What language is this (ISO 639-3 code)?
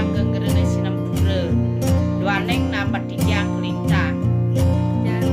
ban